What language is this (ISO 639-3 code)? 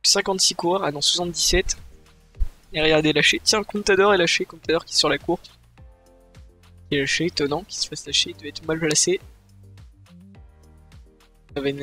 fra